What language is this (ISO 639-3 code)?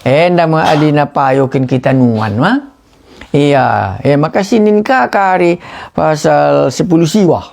btx